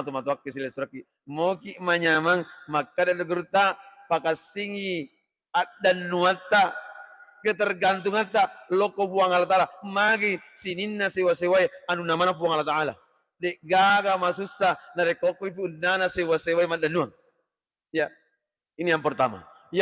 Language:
Buginese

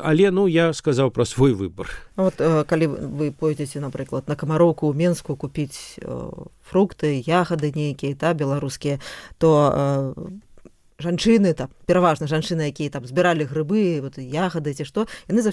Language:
Belarusian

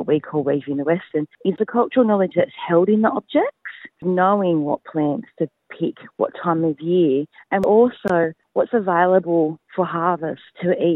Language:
Kurdish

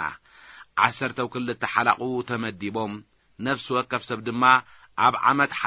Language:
Tigrinya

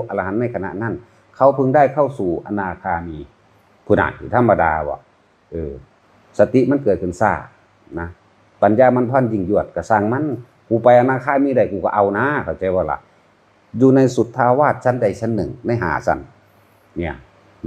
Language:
Northeastern Thai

